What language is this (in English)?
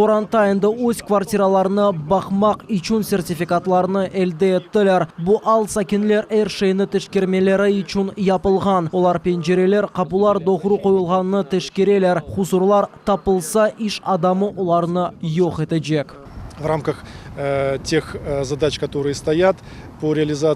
Crimean Tatar